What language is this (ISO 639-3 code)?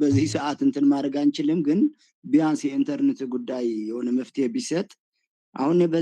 amh